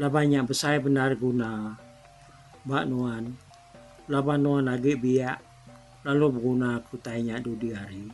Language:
Iban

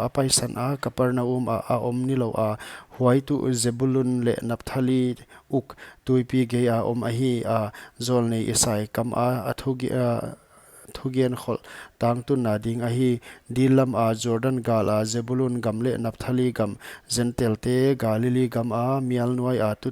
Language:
Paite Chin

